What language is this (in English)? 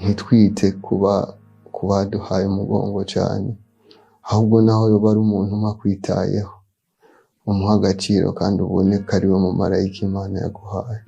Rundi